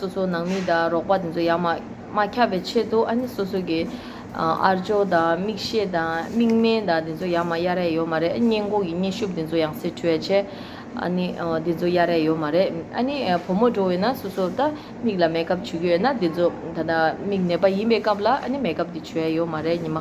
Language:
Tibetan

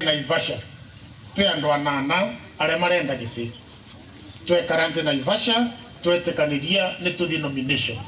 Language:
Meru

